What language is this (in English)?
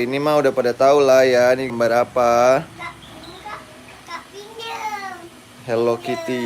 Betawi